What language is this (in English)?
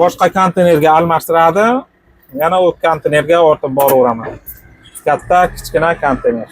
Uzbek